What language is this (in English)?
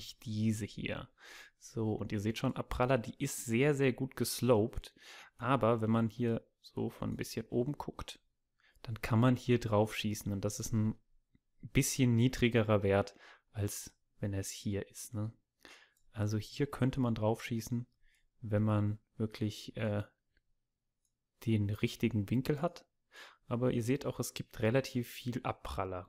German